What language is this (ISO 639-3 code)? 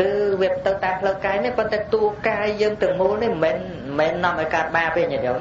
khm